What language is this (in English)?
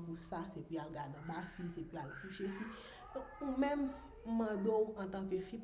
Haitian Creole